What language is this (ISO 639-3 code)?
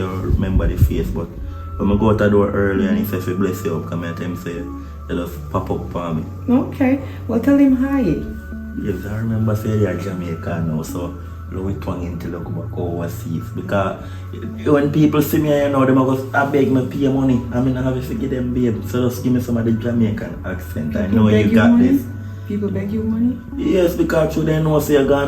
jam